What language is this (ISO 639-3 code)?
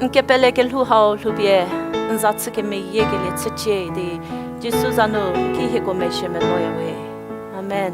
njm